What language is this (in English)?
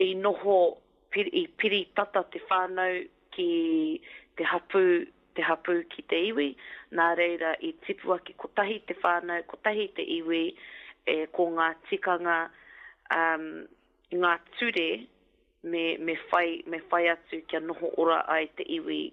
Māori